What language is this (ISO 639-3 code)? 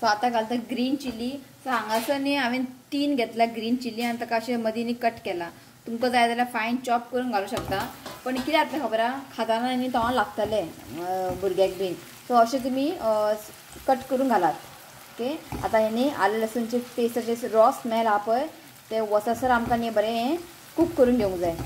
kok